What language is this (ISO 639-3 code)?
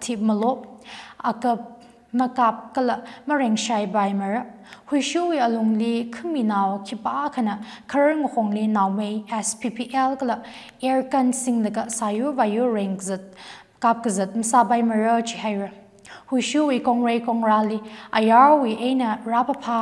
nmf